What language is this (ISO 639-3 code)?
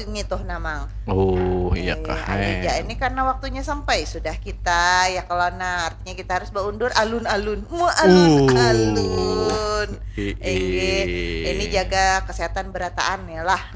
bjn